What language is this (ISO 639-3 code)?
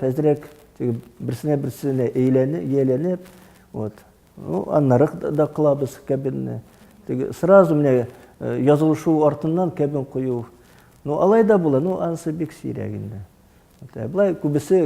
tat